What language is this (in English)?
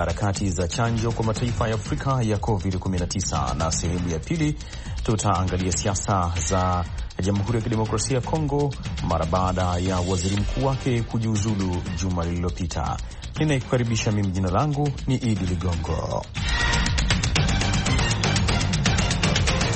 Swahili